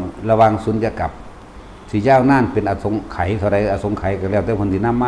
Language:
Lao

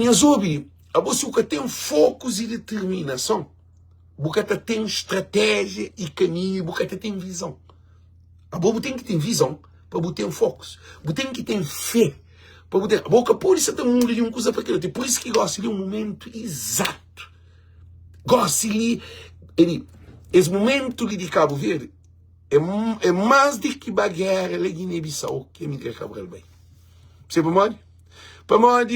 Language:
Kabuverdianu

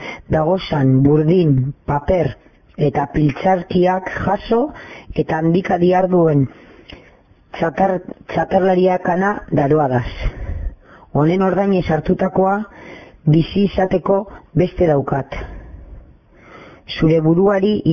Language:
Basque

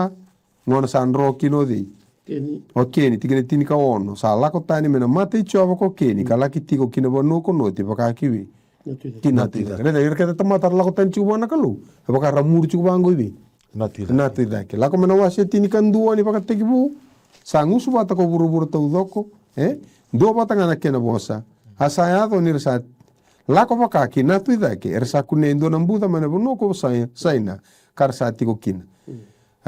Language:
Fijian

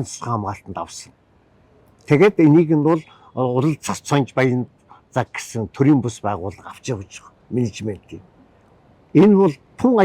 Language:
Mongolian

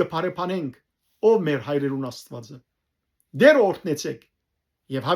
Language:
Western Armenian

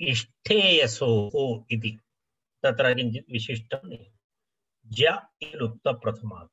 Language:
Sanskrit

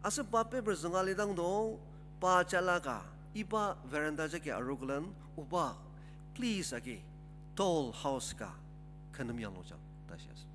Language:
Ao Naga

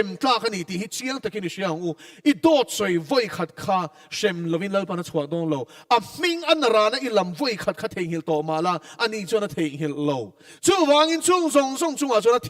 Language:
Mizo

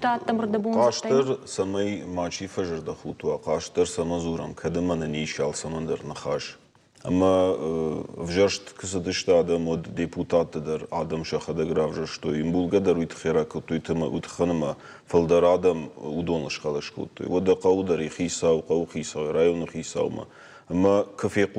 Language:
Ossetic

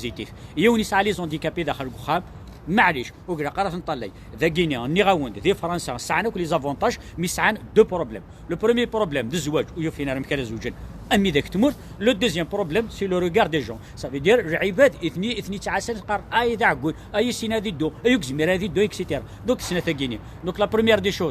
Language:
Kabyle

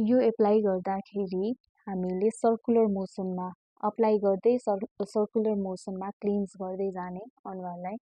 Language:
Nepali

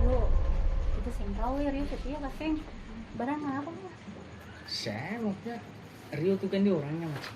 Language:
Ambonese Malay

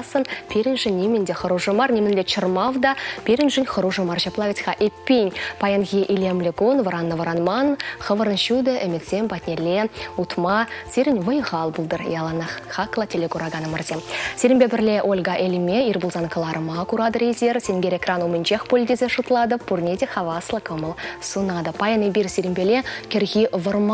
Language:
Chuvash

